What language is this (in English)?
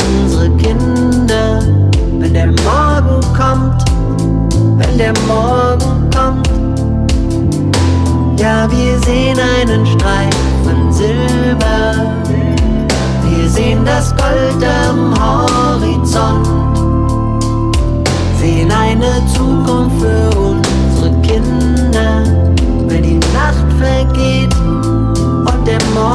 German